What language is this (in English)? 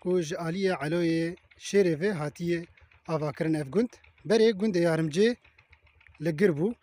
Kurdish